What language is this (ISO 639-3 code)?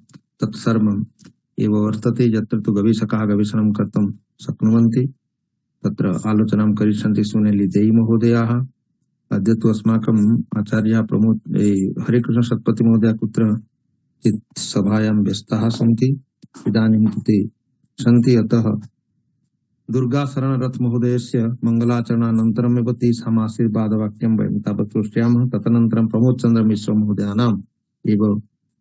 san